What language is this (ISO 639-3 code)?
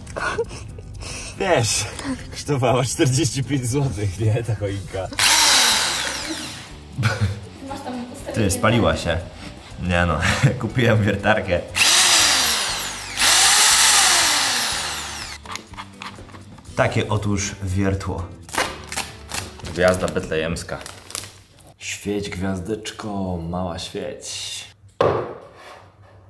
pol